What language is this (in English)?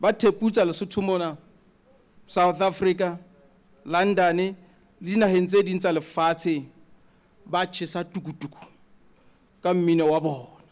Southern Sotho